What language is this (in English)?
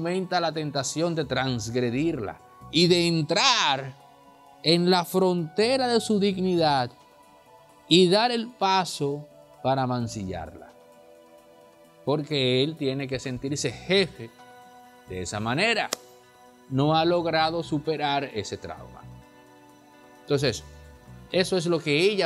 Spanish